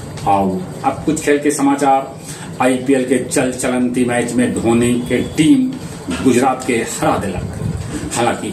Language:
Magahi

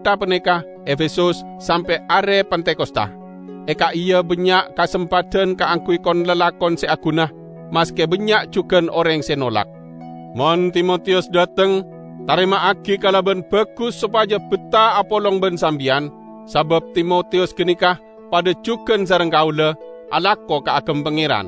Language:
Madurese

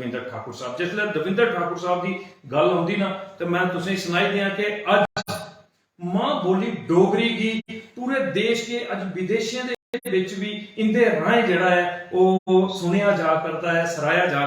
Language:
Dogri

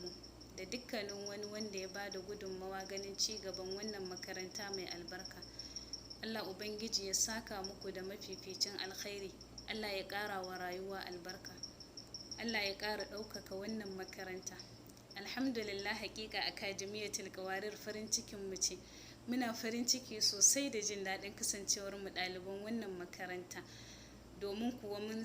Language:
Hausa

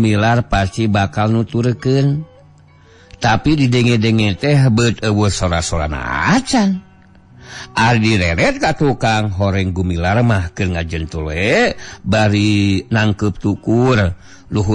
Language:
Sundanese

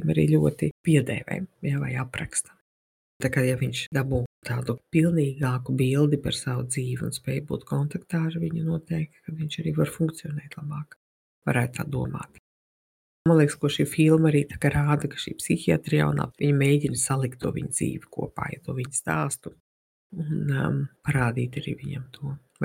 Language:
Latvian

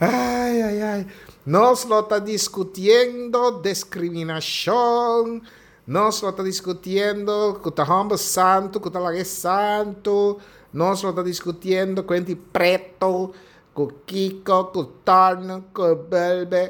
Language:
Papiamento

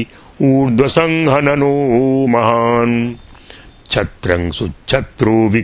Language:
Sanskrit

